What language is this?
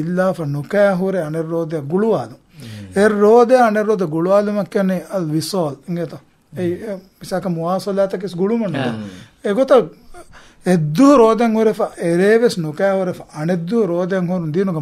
Divehi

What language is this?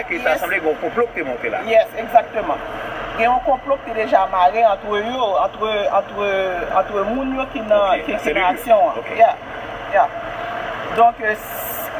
Haitian Creole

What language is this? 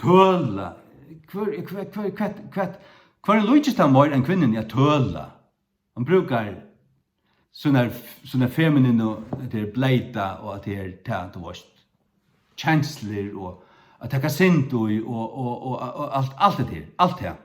Faroese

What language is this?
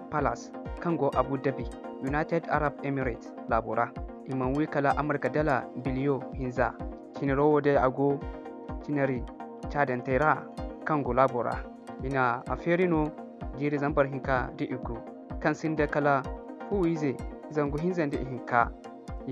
Zarma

